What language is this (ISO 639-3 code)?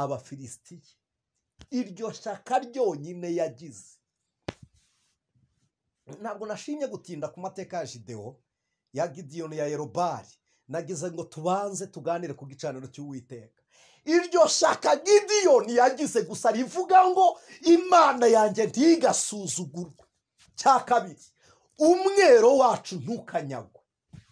kin